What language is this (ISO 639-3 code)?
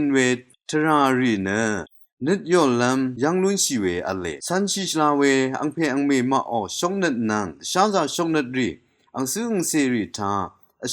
raw